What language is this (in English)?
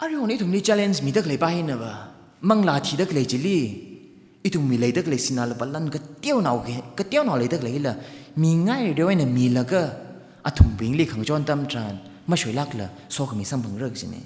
Tangkhul Naga (India)